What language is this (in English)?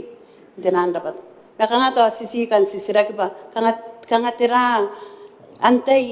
Gilbertese